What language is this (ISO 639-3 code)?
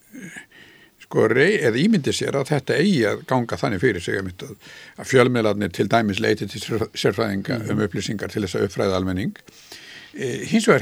isl